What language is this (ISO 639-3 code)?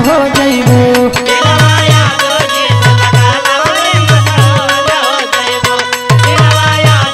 bho